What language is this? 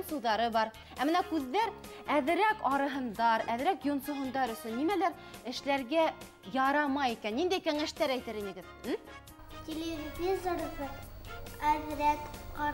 Bashkir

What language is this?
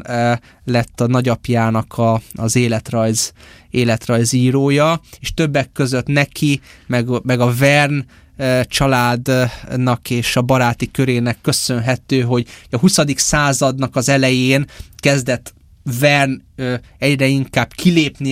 Hungarian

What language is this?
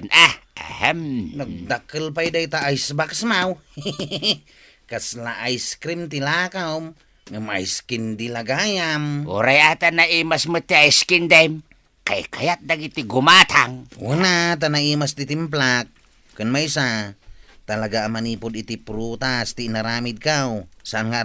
Iloko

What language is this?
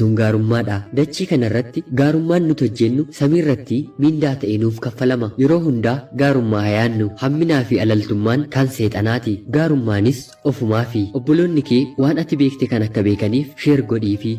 Oromo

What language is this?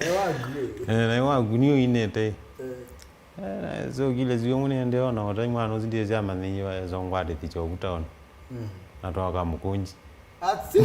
Kamba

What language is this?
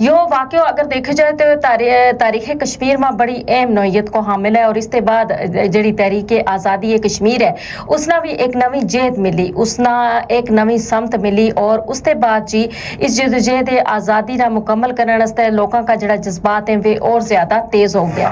Gujari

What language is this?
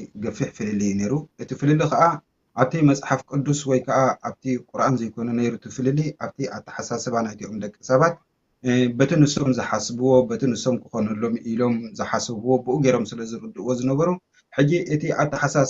Tigrinya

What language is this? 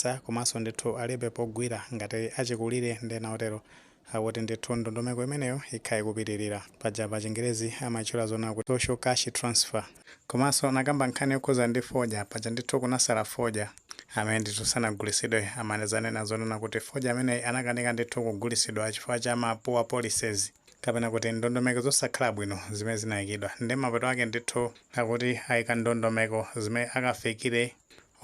Nyanja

